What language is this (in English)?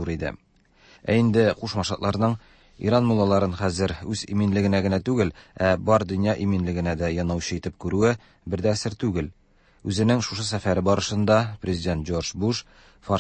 Tatar